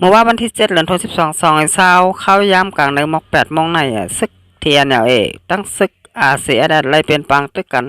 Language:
Shan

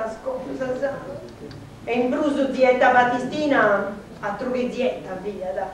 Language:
Sardinian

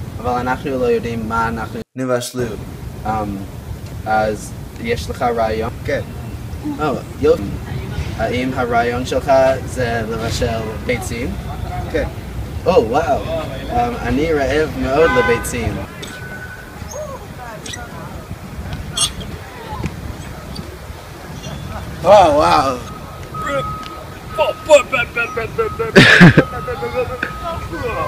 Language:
Hebrew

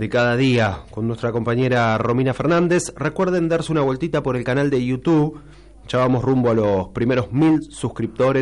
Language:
Spanish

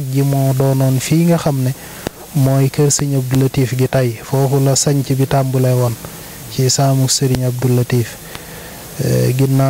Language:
Wolof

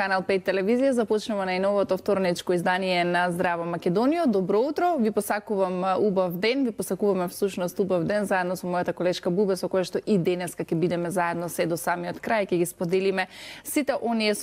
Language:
Macedonian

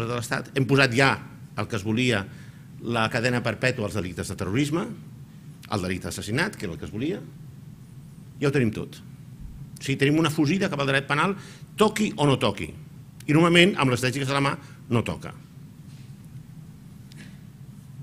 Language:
Catalan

